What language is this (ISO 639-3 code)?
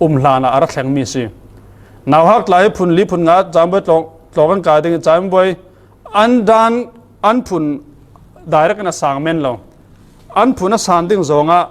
cfm